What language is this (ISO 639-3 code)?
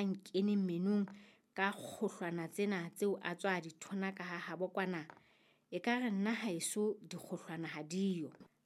sot